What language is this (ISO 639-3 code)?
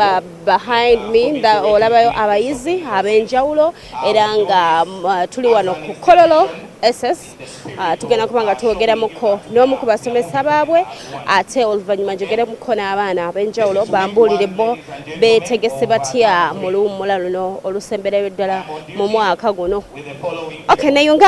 lug